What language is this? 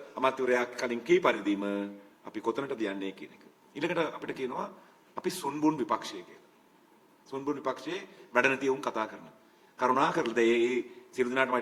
Sinhala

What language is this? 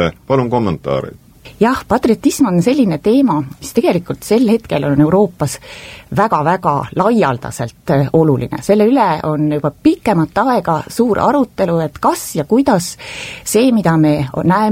Estonian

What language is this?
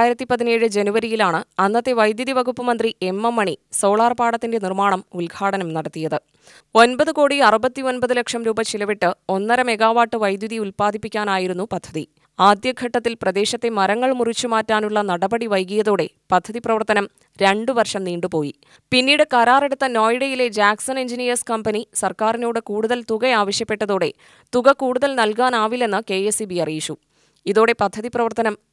Malayalam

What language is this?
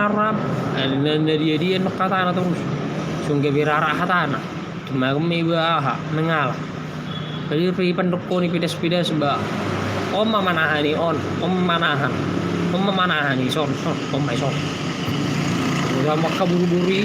Batak Toba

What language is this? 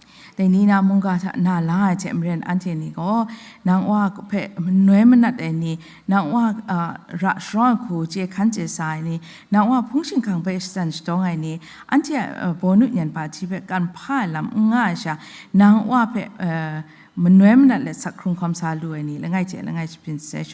Kachin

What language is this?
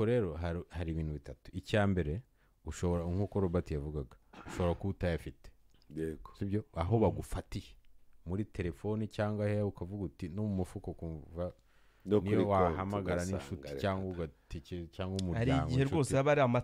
Kinyarwanda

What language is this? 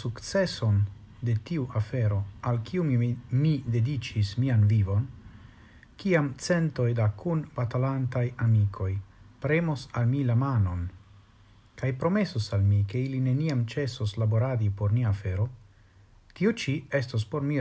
Esperanto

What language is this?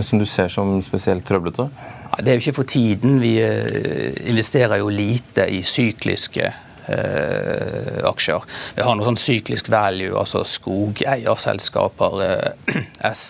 Norwegian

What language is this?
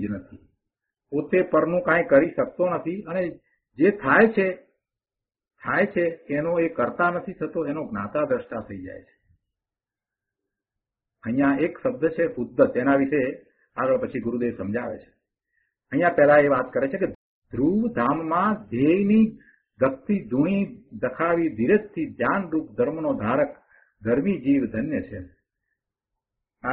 Gujarati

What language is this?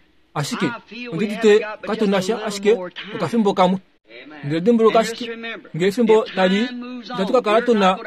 Kuanyama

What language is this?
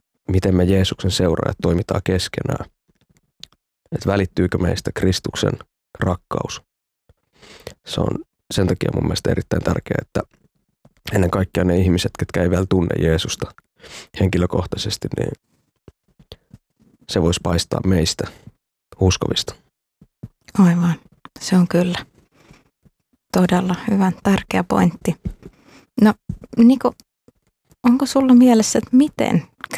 Finnish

